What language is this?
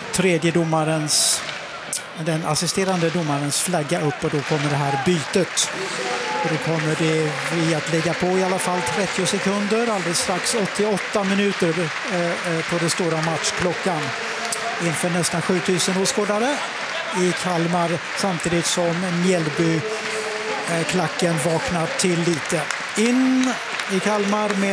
Swedish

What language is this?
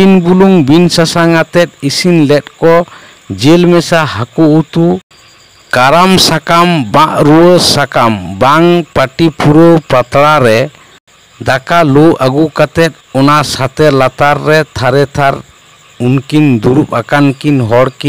Santali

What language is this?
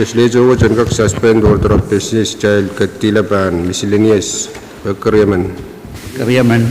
Pohnpeian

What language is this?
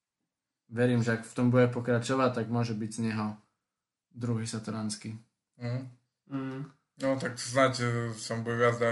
Slovak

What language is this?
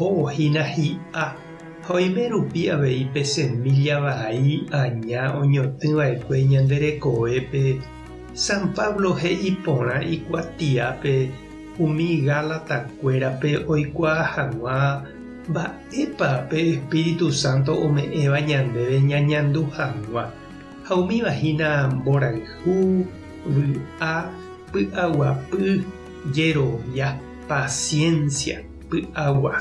Guarani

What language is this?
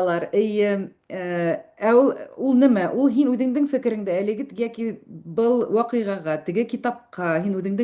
Bashkir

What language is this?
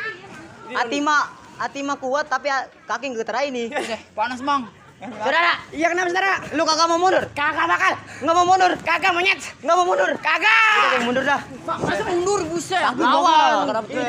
Betawi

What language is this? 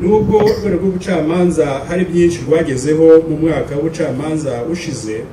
Kinyarwanda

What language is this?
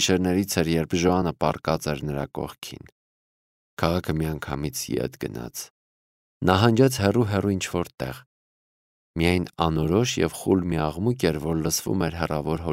Armenian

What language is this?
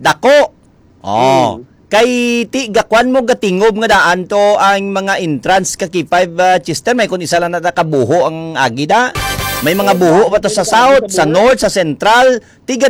Hiligaynon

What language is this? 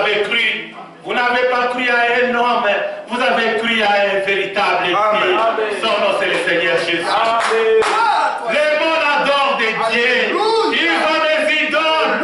French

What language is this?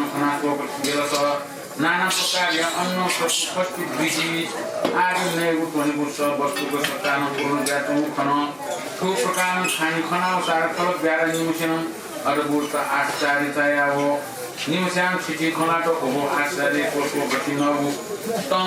Newari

